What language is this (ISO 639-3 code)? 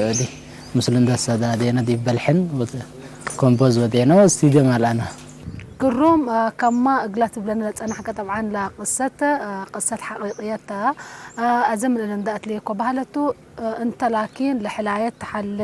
tig